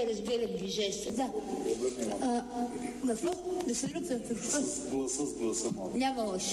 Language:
Bulgarian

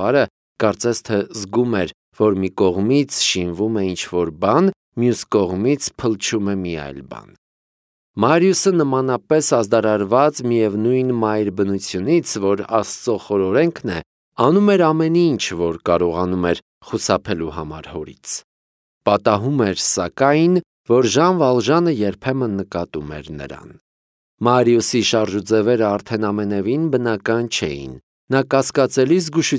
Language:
Armenian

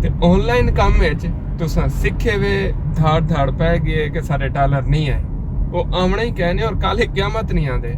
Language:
Saraiki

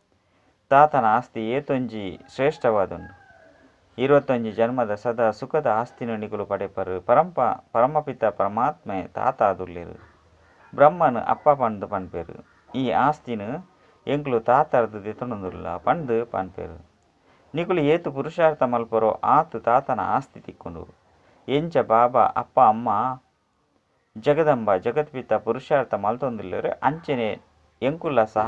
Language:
Tulu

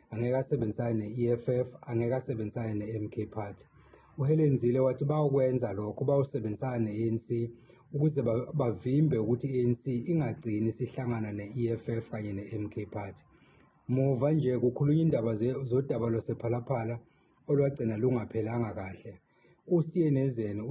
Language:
Zulu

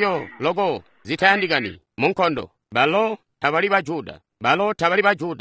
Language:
Tonga (Zambia)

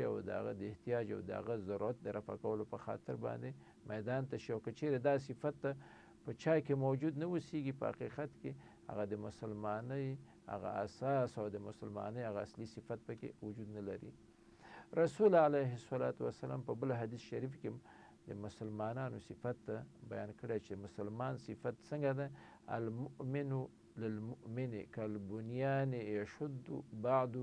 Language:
Pashto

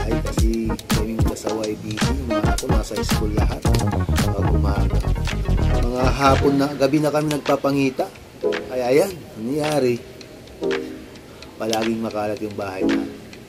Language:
Filipino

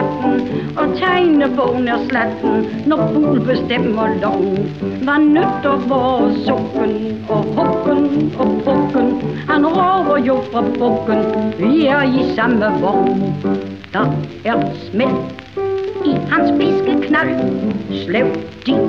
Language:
Danish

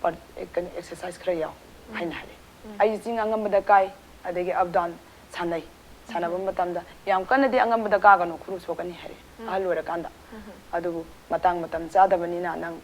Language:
Manipuri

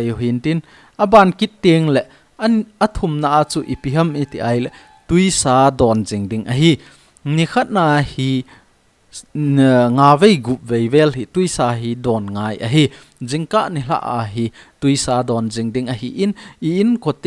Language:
Thado Chin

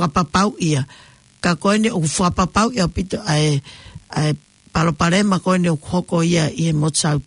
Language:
Tongan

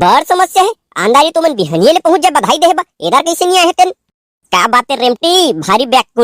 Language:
Chhattisgarhi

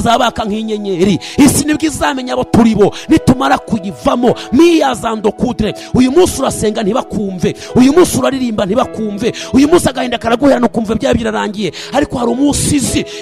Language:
Kinyarwanda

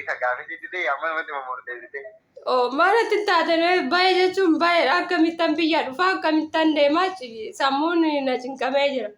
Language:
Oromo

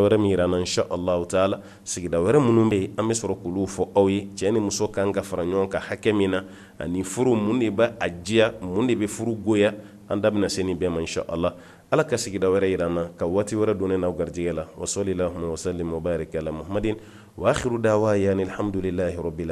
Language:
Bambara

